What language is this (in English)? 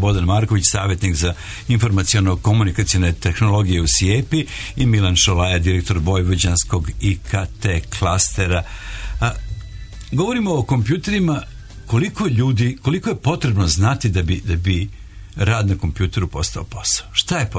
Serbian